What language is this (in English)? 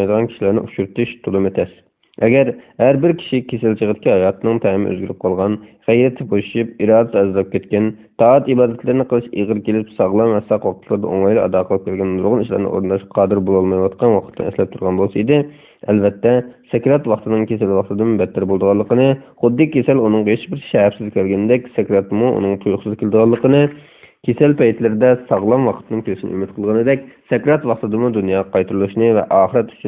Uyghur